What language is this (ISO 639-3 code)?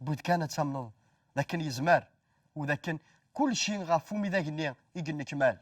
kab